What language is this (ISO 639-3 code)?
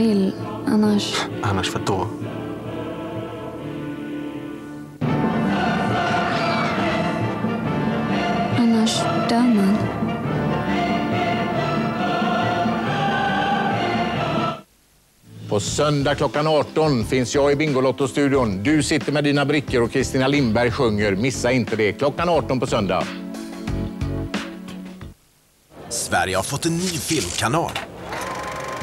swe